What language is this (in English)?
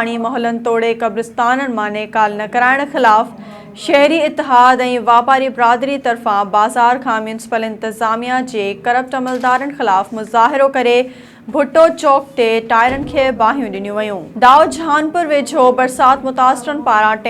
Sindhi